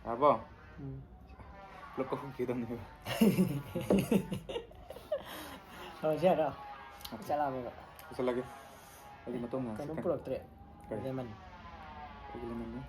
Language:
Manipuri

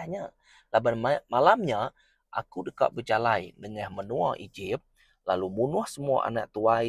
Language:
Iban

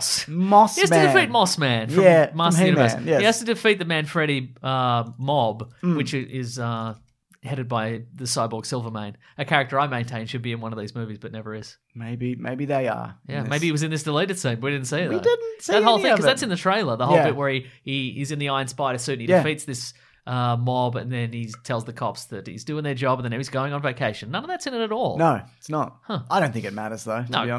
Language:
English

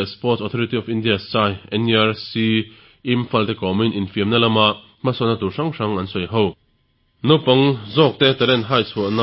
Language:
Mizo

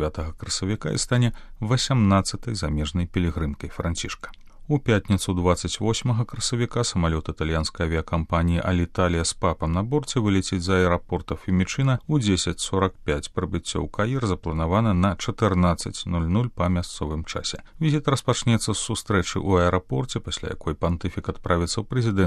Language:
Belarusian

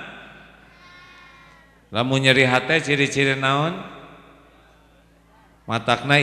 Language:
Sundanese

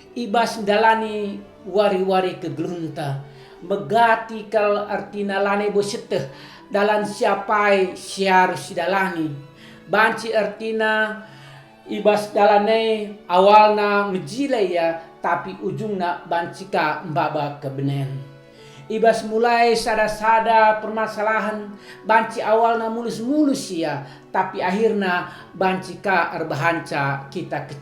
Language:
Batak Karo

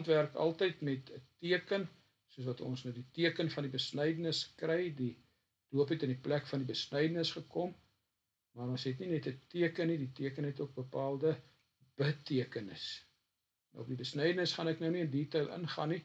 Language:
Afrikaans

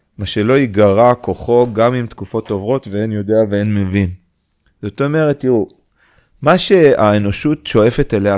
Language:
Hebrew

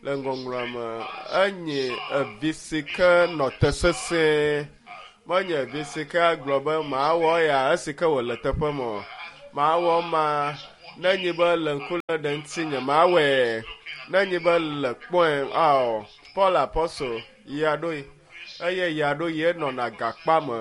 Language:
Ewe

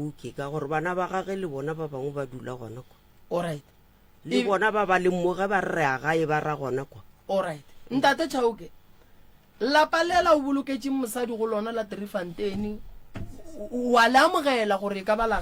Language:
Northern Sotho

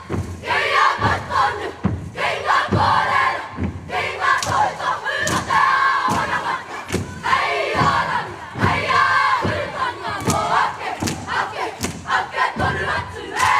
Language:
Māori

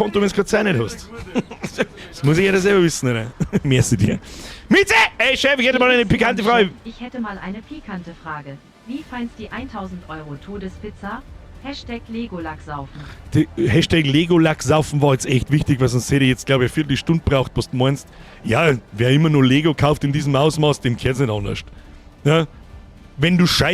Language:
Bavarian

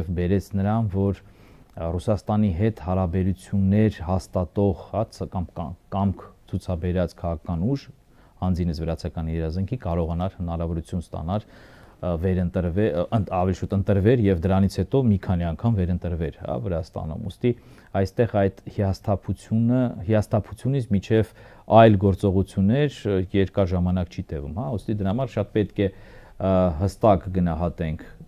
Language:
Armenian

